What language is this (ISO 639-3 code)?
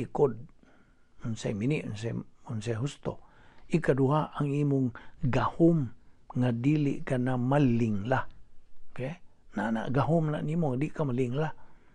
ceb